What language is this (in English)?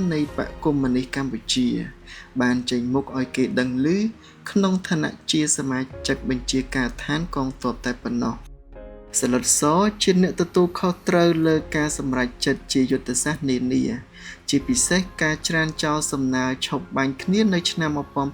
Khmer